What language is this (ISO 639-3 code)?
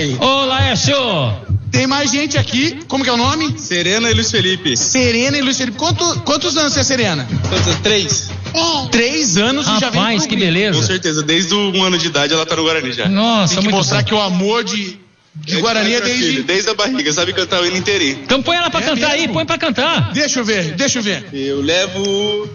por